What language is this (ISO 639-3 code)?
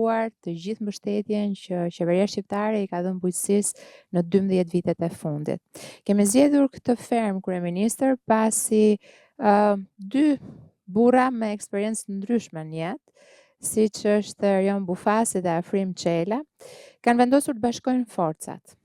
sqi